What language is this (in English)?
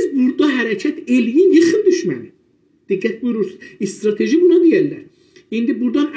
South Azerbaijani